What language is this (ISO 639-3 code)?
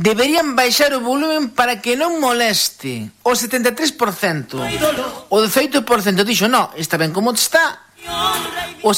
glg